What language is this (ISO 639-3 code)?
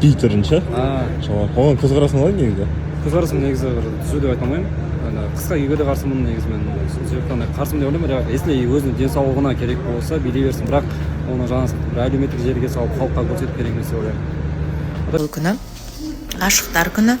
kaz